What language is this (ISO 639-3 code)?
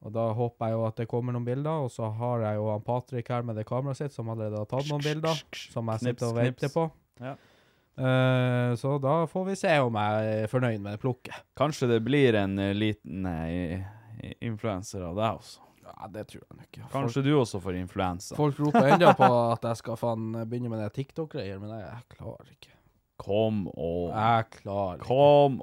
nor